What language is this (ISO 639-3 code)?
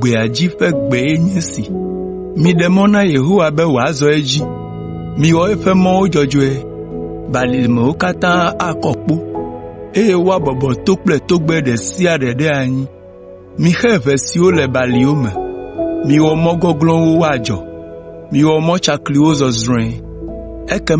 ewe